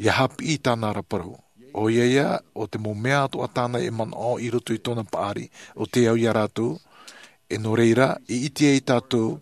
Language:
Tahitian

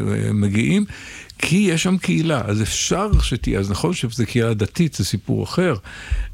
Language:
Hebrew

